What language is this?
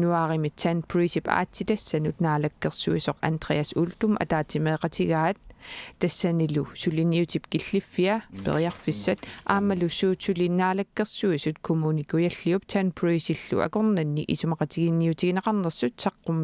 Kalaallisut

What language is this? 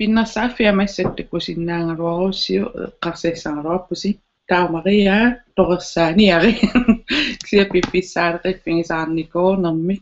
Kalaallisut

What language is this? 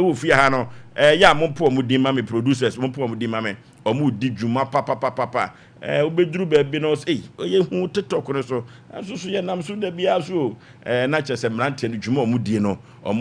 Akan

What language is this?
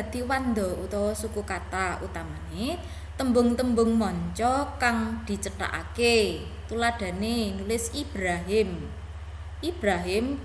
Javanese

